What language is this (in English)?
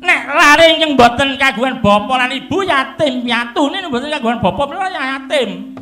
Javanese